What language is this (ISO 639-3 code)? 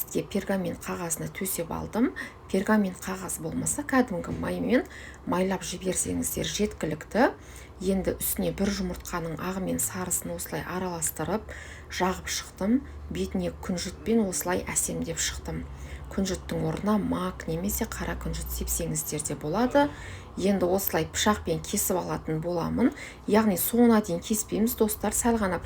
kaz